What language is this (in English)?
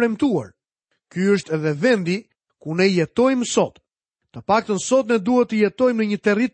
Albanian